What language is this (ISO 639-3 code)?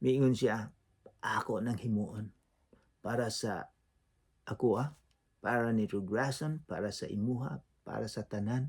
ceb